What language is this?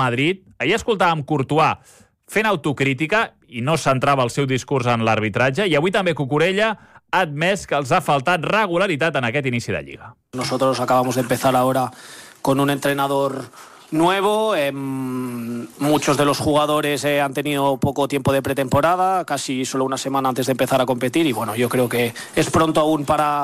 Catalan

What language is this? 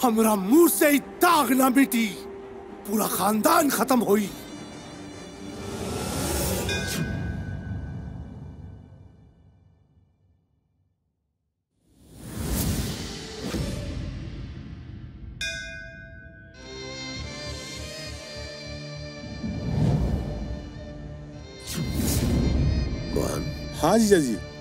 Bhojpuri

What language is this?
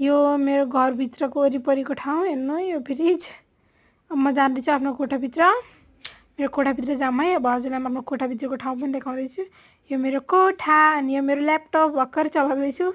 Nepali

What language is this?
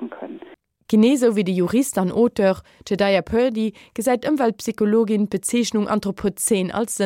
Luxembourgish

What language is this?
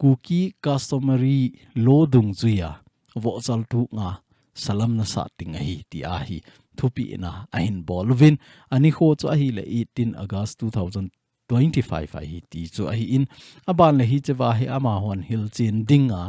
Thado Chin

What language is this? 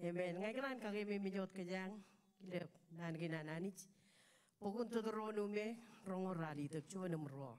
Marshallese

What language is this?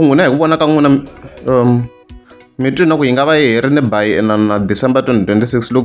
Tsonga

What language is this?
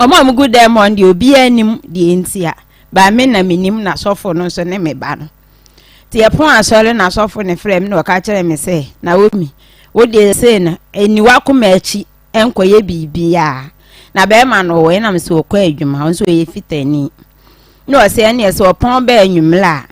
Akan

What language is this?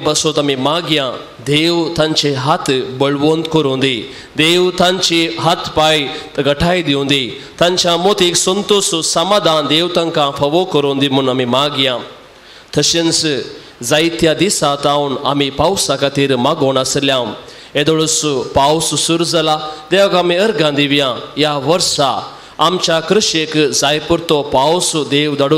Konkani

